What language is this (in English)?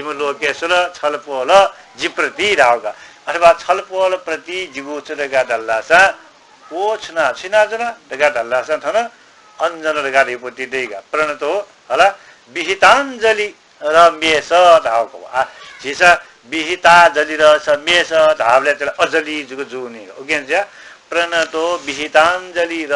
Newari